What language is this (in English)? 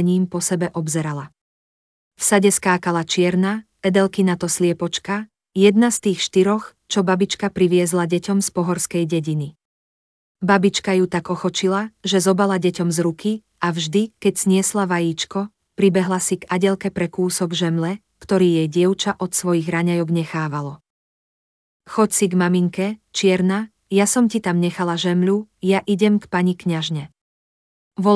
Slovak